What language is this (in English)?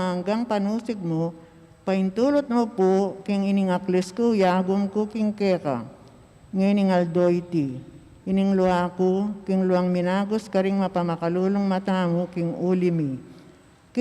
Pampanga